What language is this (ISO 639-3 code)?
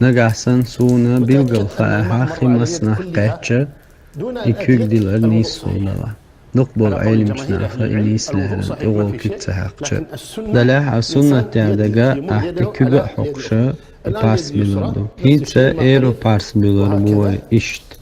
che